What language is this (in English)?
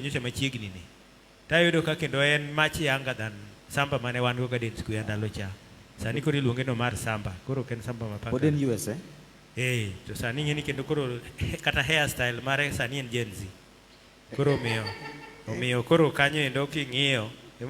Luo (Kenya and Tanzania)